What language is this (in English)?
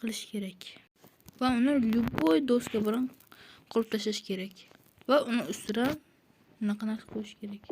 Uzbek